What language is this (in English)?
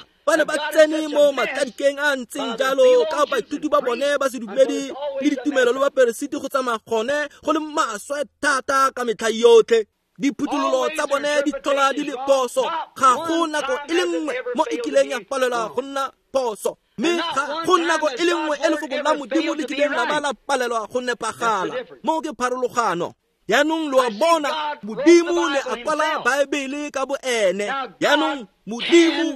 Tswana